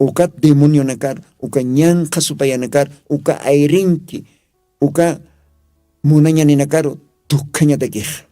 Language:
Aymara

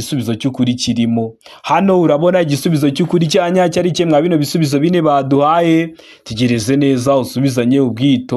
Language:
Kinyarwanda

